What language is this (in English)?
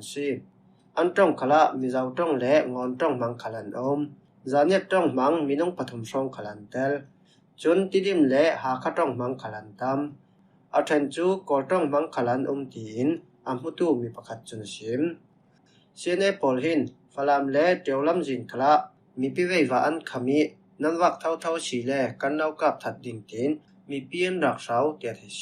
Falam Chin